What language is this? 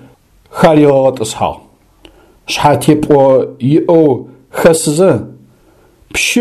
Adyghe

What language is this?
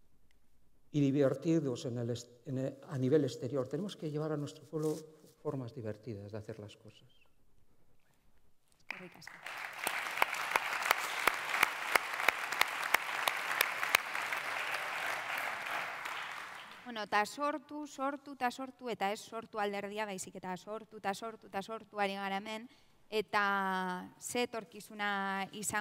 Basque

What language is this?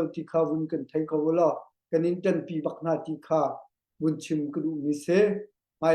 Hakha Chin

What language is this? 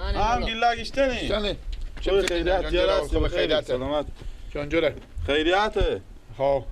Persian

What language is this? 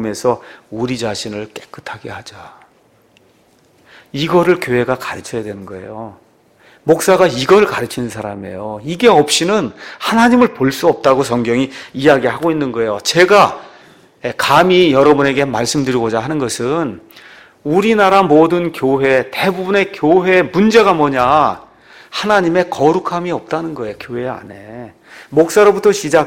Korean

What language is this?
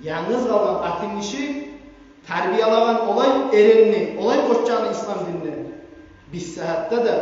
Kumyk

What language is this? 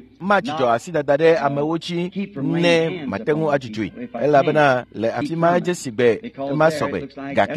Ewe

